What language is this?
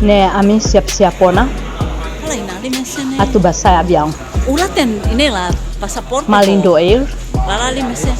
Tetum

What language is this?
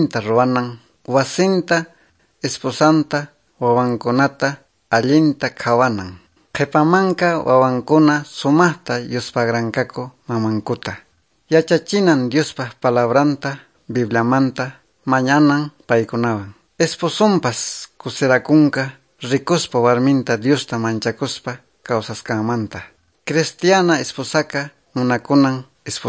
Quechua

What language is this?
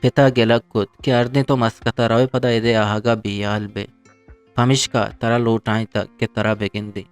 Eastern Balochi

